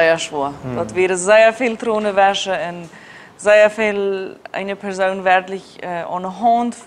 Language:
Plautdietsch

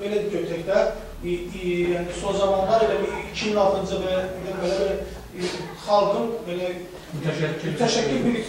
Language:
South Azerbaijani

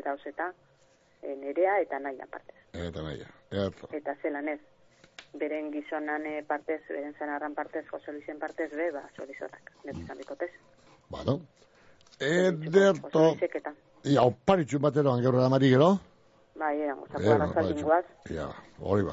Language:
Basque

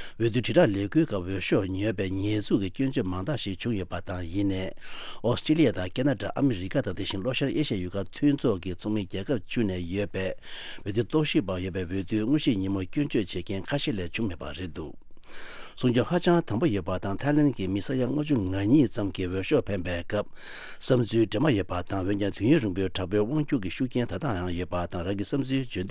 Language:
Tibetan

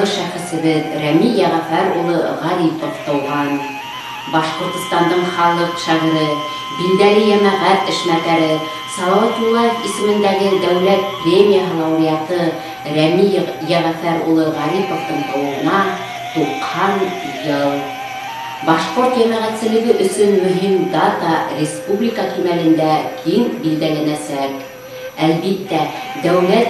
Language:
Bashkir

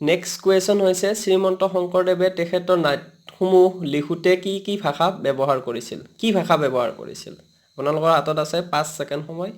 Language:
Assamese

